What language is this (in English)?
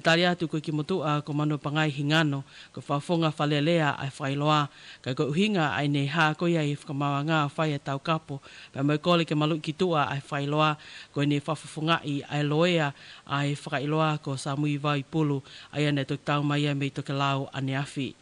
Tongan